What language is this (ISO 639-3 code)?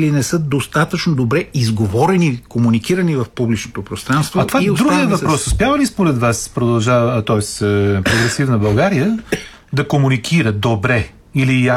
bul